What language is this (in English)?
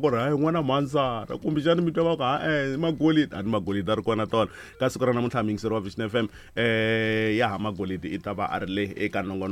Tsonga